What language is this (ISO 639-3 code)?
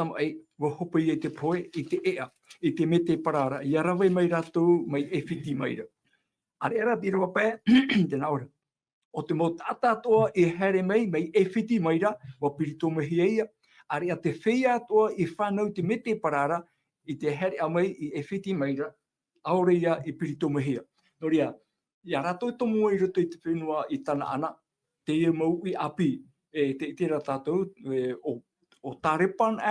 tah